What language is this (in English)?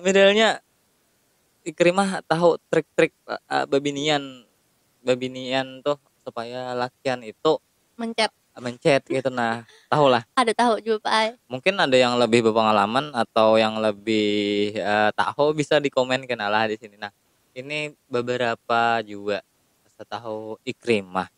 Banjar